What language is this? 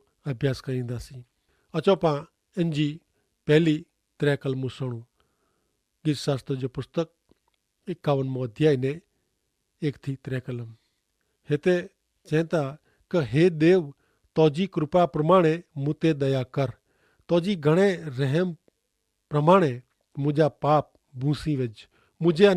Kachhi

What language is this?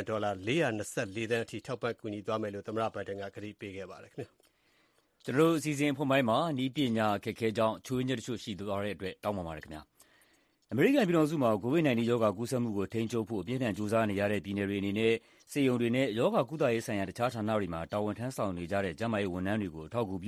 Burmese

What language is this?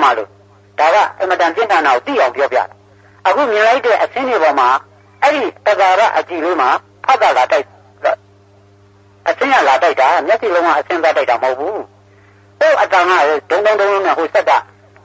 Burmese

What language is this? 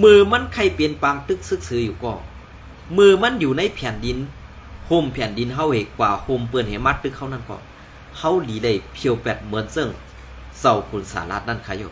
Shan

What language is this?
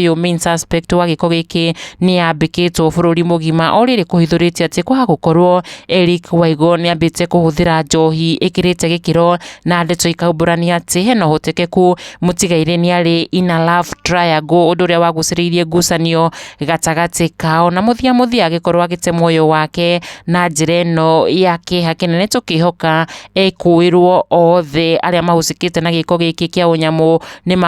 Kikuyu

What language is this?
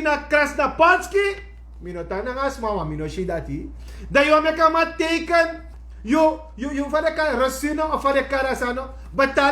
Sranan Tongo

